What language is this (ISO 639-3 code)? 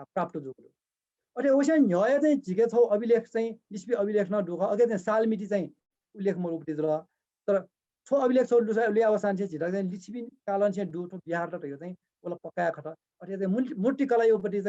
new